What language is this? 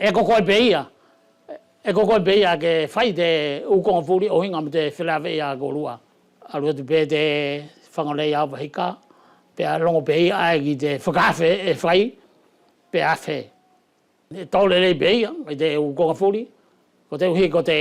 Wallisian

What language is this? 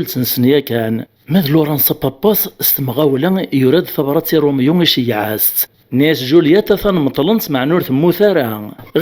Kabyle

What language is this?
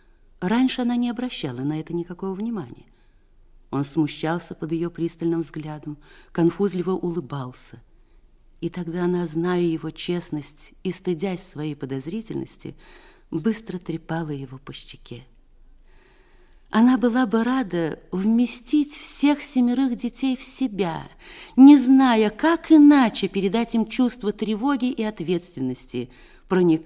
Russian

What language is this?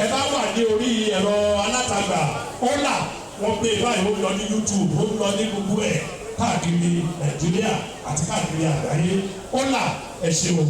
Yoruba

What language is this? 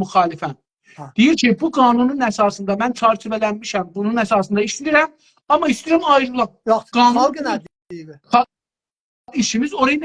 South Azerbaijani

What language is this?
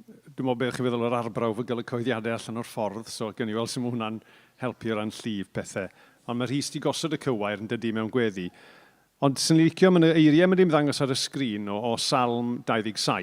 Welsh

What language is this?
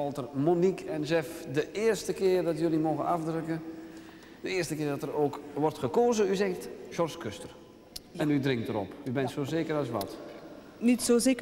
Dutch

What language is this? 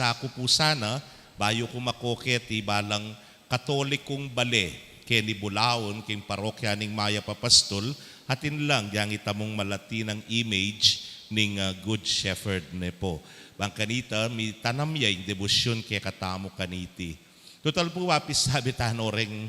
Pampanga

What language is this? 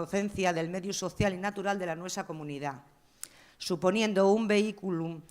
Asturian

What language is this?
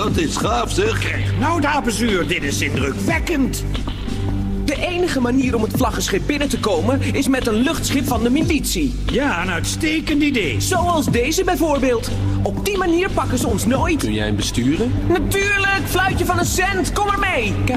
Dutch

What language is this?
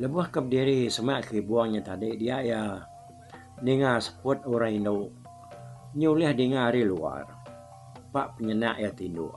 Iban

